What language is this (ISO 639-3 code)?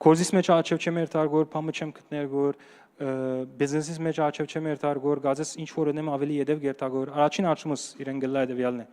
hyw